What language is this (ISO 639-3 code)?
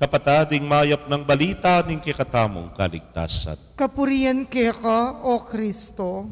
pam